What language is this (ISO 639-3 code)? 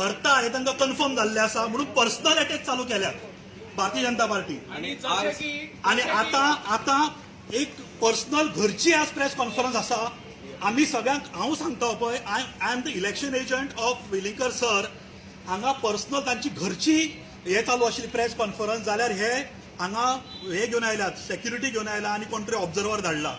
kok